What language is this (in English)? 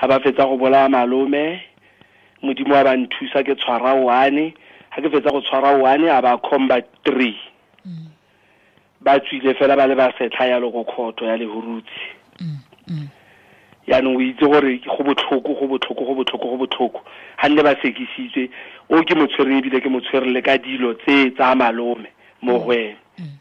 Tswana